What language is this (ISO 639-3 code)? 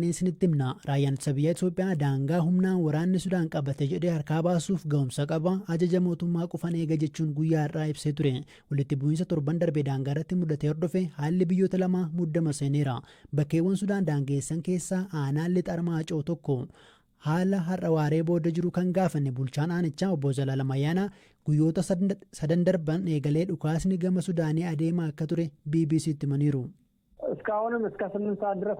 orm